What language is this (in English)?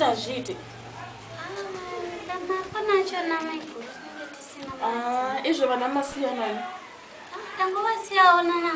Shona